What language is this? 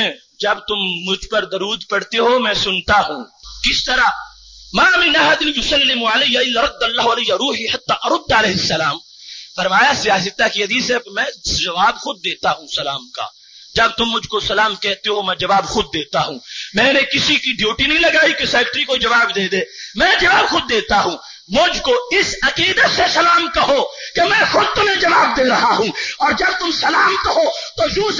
Urdu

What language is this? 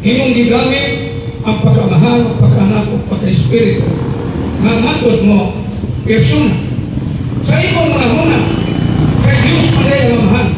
Cebuano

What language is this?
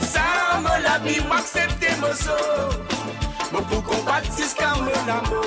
Morisyen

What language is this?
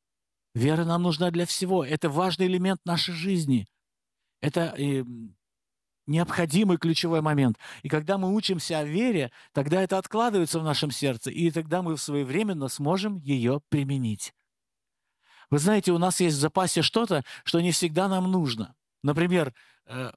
Russian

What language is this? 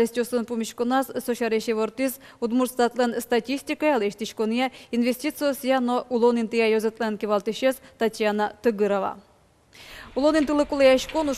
Udmurt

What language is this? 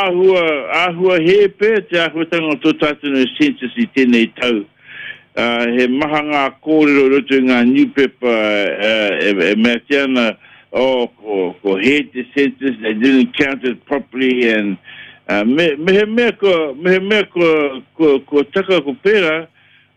Māori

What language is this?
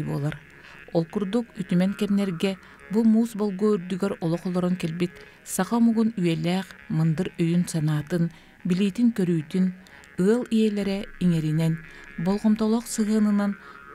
Yakut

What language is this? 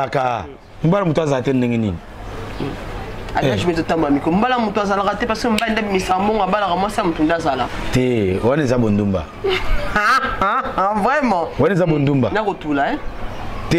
Lingala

